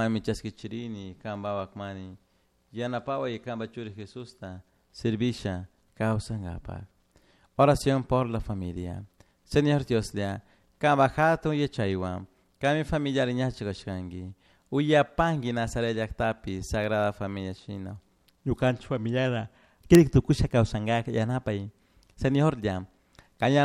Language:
Chimborazo Highland Quichua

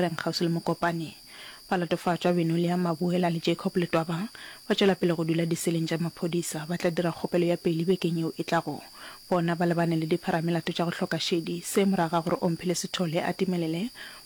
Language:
Northern Sotho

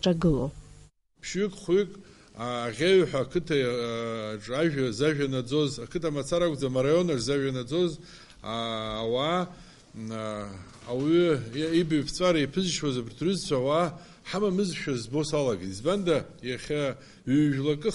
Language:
Abkhazian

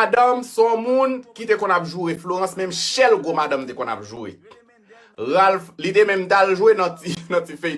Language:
Haitian Creole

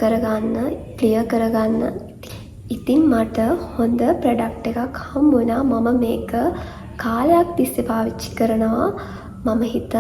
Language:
Sinhala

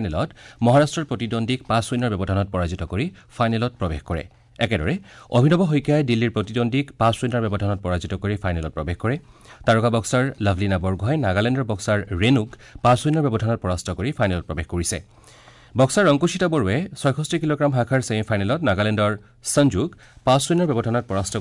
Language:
Assamese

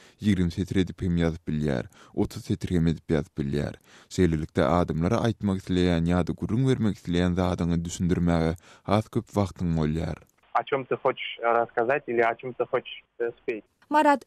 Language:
Turkmen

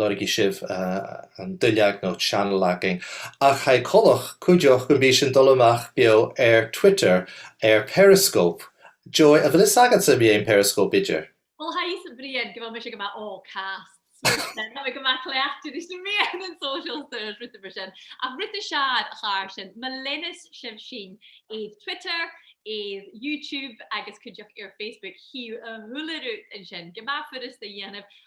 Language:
Scottish Gaelic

